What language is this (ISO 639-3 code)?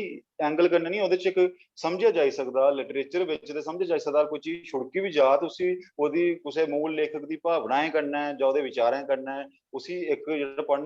doi